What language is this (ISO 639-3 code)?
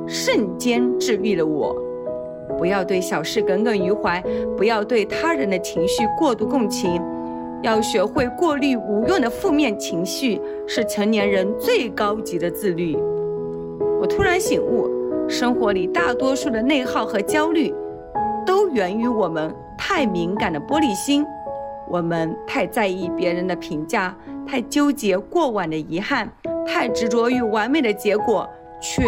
zho